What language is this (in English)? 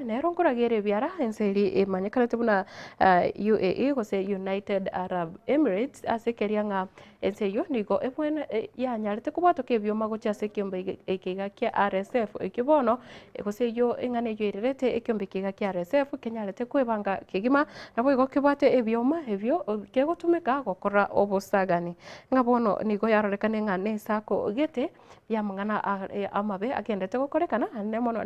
Gusii